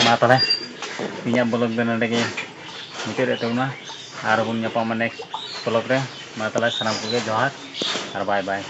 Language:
Santali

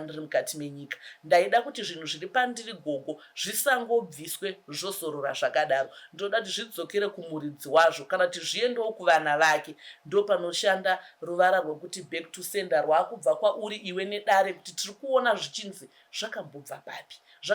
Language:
Shona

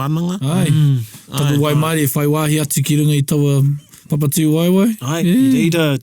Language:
Māori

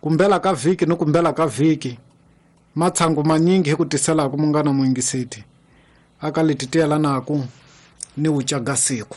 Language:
Tsonga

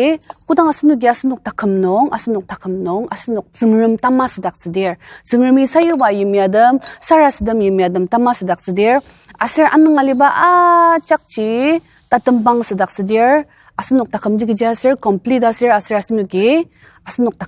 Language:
Ao Naga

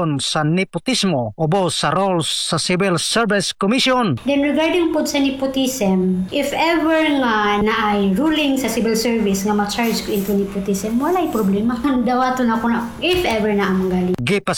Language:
Cebuano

